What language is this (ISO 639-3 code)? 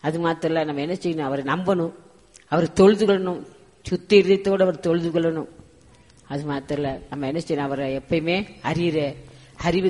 tam